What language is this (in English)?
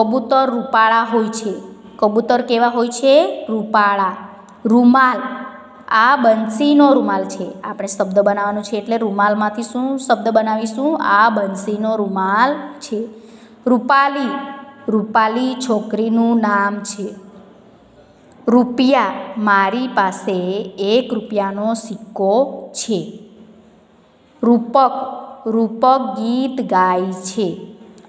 Gujarati